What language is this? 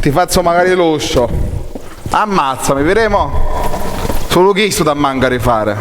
Sicilian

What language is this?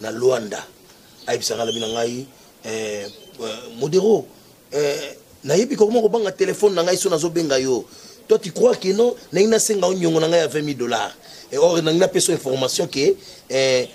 Lingala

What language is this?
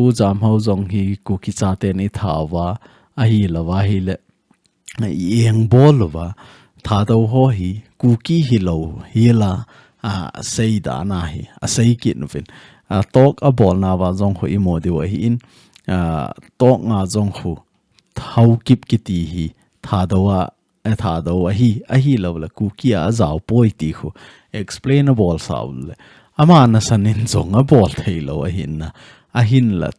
Thado Chin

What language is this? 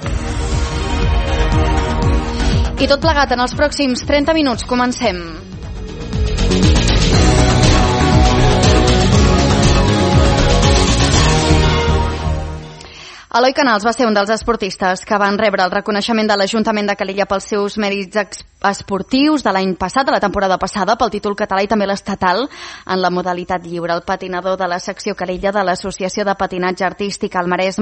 Catalan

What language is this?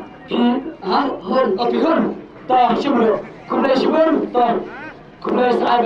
Khasi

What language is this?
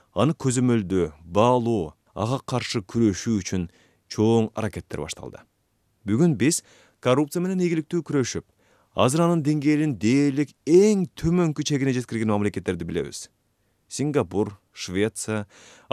Kyrgyz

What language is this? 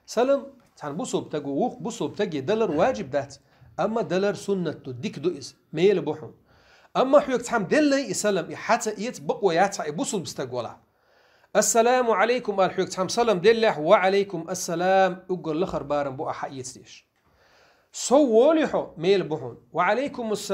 Chechen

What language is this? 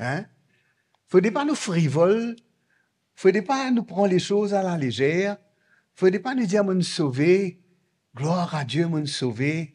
Morisyen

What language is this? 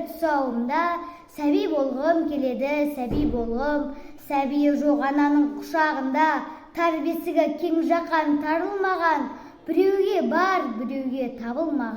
Kazakh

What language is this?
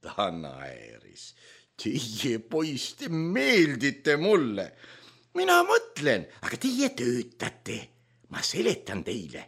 Estonian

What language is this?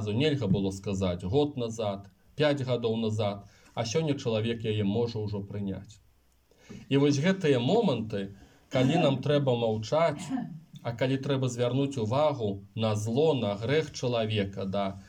Belarusian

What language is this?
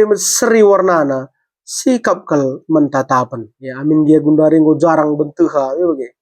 Batak Karo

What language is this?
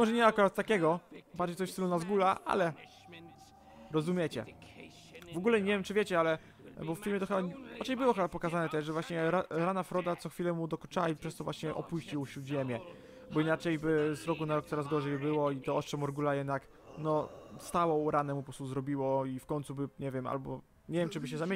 Polish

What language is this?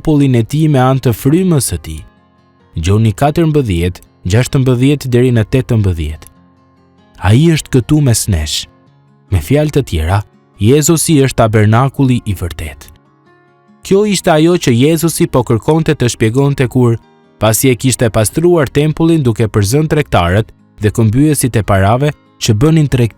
Albanian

